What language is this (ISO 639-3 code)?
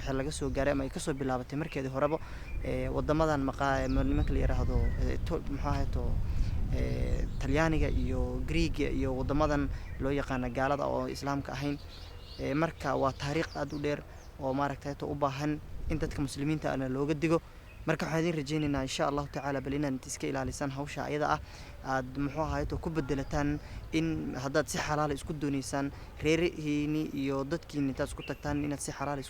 som